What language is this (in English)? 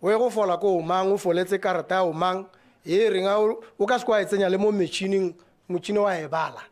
Tswana